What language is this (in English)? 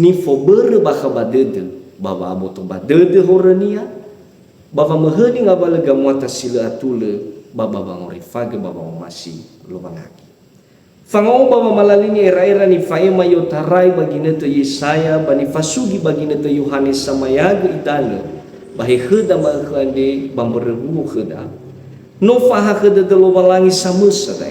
Nias